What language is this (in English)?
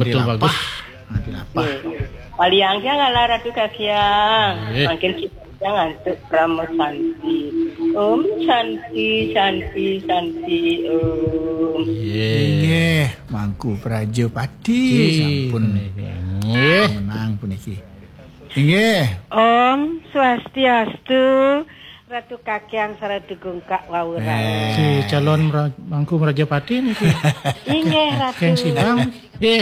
Balinese